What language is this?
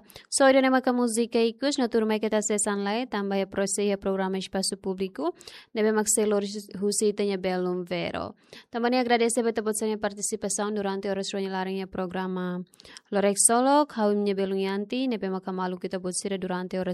Tetum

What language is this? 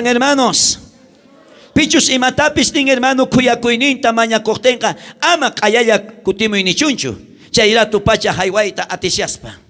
South Bolivian Quechua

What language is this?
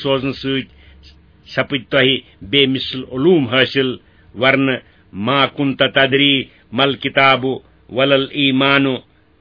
Kashmiri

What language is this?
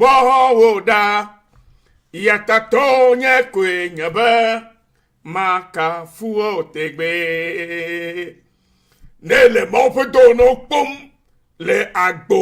Ewe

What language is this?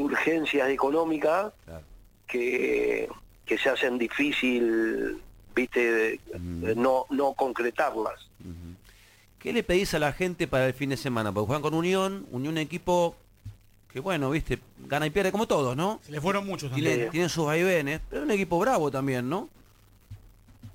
Spanish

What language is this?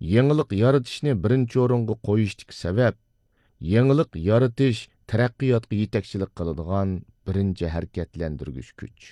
Uyghur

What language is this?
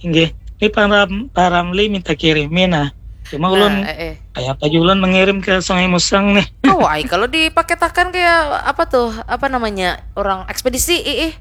Banjar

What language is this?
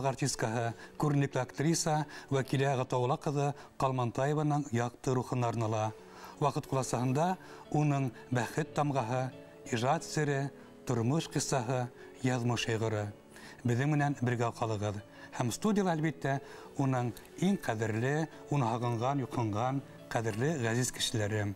Bashkir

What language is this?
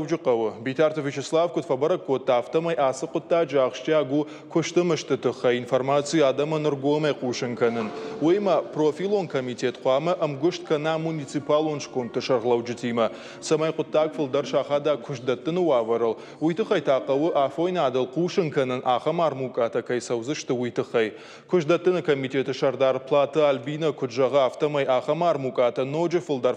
Ossetic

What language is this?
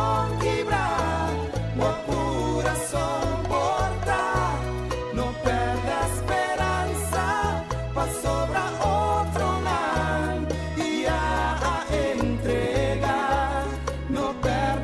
Papiamento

